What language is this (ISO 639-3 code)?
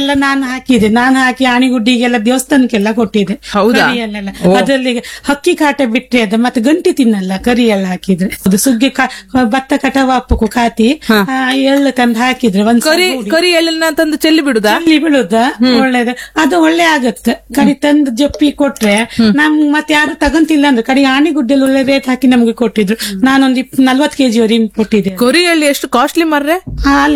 kan